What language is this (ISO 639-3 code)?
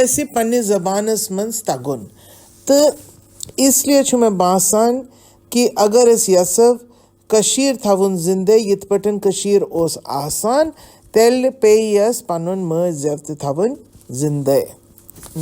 kas